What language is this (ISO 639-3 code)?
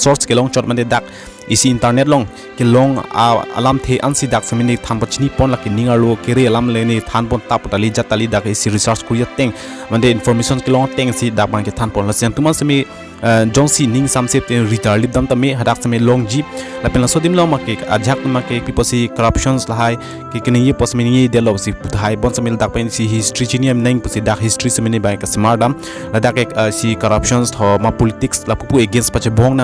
mjw